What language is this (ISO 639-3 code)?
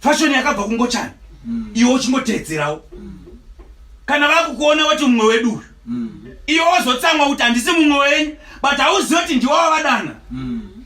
sna